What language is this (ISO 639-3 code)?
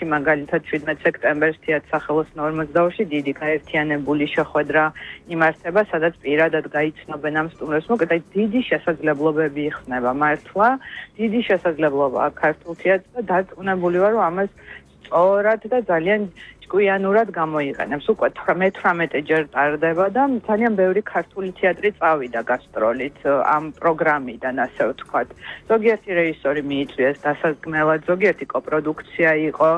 kat